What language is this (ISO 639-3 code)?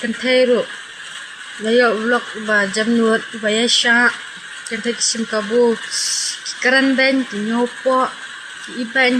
kha